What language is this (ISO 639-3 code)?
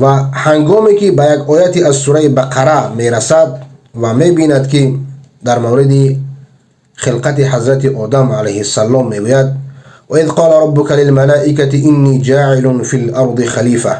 fas